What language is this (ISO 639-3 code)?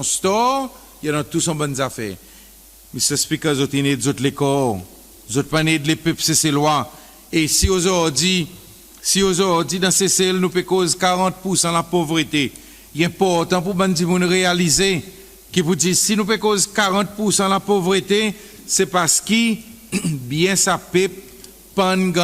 crs